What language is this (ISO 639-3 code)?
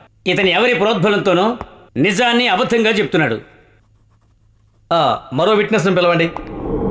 tel